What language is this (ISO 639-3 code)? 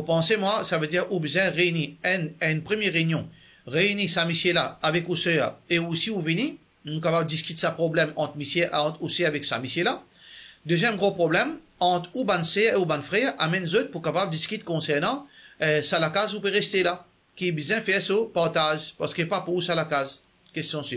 mfe